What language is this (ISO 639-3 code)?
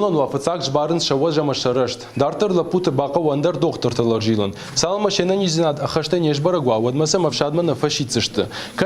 oss